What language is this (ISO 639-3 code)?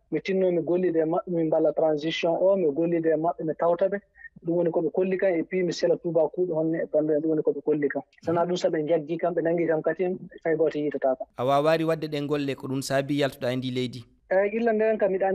ful